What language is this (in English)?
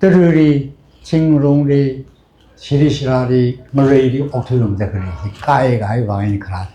Tangkhul Naga (India)